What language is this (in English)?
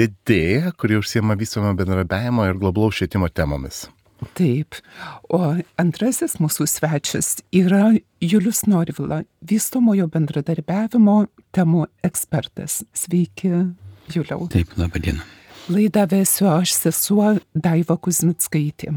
Lithuanian